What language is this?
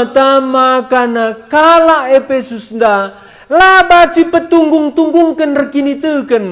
Batak Karo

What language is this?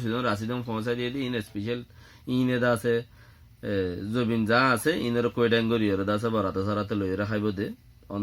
Rohingya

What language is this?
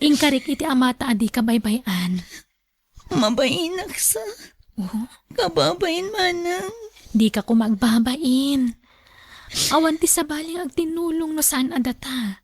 Iloko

